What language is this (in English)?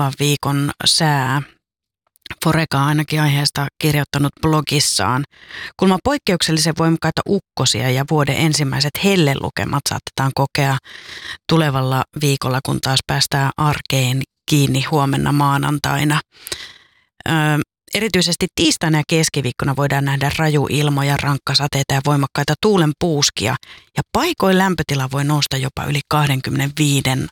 Finnish